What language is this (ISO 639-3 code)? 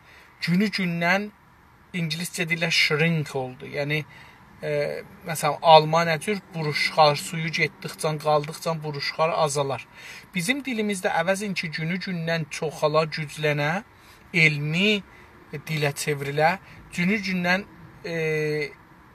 azb